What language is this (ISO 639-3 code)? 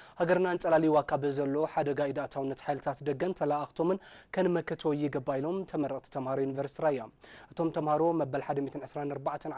tir